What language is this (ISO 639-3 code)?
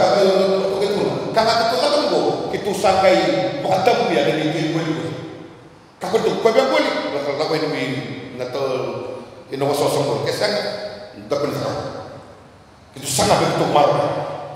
msa